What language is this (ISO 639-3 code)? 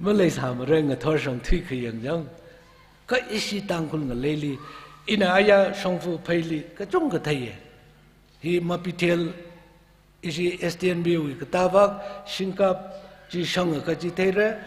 nmf